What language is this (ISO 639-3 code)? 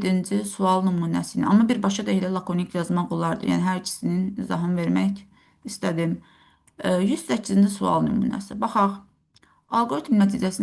aze